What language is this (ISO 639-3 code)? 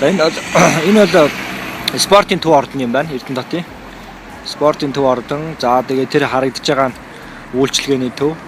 mon